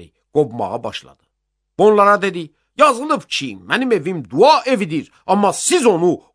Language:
Azerbaijani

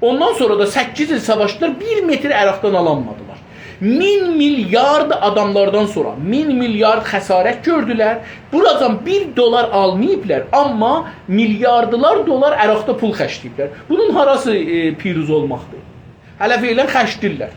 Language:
South Azerbaijani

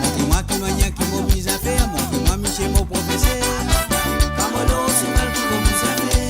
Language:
Morisyen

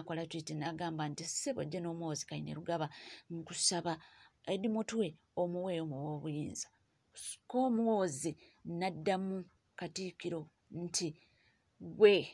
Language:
Ganda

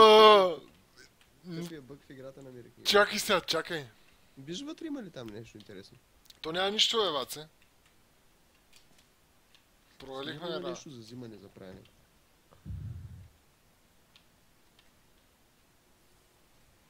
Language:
Bulgarian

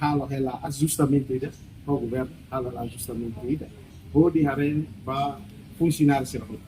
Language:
Tetum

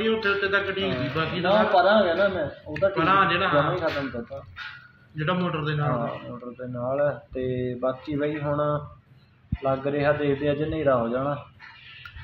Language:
Punjabi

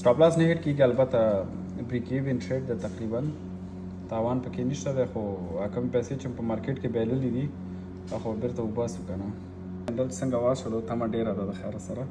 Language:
Pashto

